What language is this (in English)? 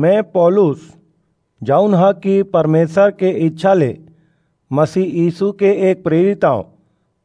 Chhattisgarhi